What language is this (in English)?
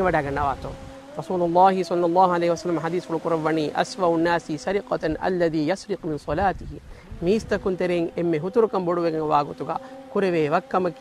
Divehi